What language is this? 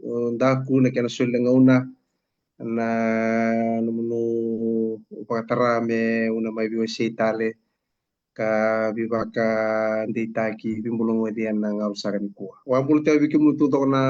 Fijian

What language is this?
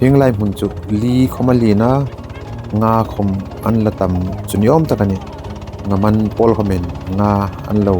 Hmar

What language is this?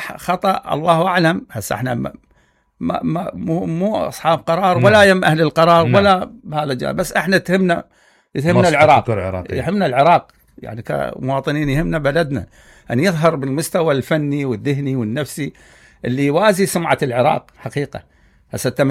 Mesopotamian Arabic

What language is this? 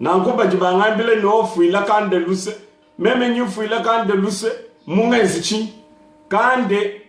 Luba-Lulua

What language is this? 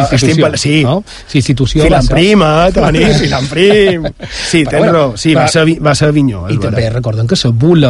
Catalan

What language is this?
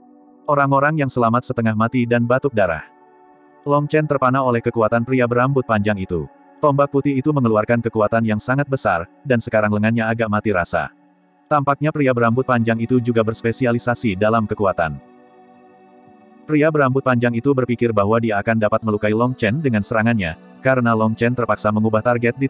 Indonesian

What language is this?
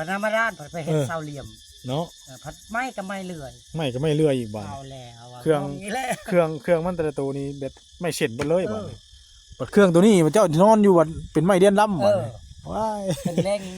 Northeastern Thai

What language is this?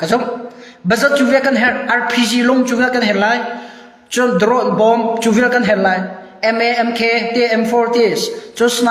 Hakha Chin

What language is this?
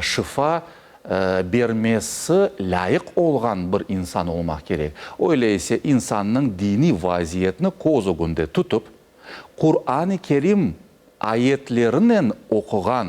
Crimean Tatar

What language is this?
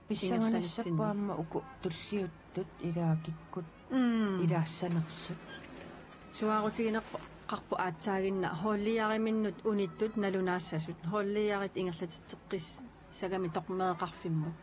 Kalaallisut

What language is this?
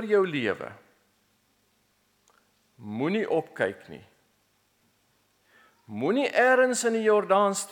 Afrikaans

